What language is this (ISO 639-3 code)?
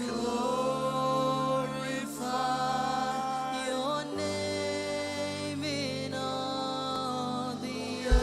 mah